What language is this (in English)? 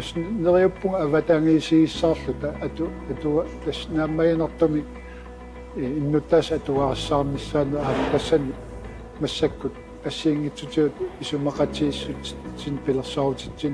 Kalaallisut